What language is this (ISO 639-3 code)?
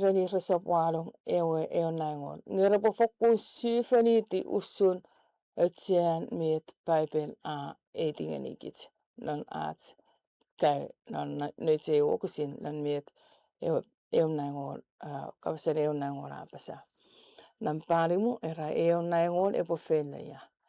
chk